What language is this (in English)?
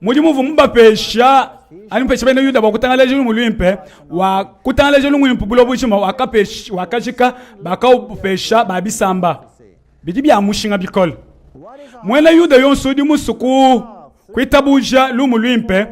Luba-Lulua